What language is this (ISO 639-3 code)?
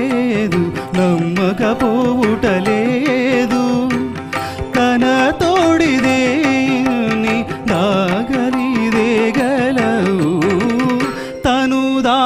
tel